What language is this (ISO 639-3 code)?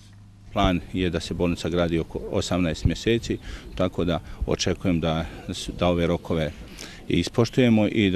bos